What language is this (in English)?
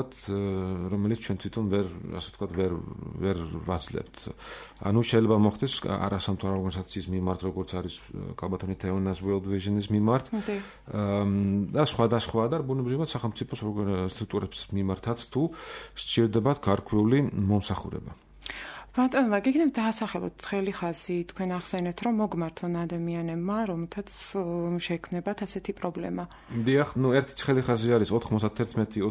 Georgian